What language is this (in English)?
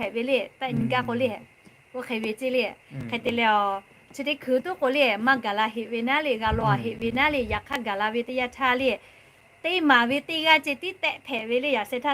Lahu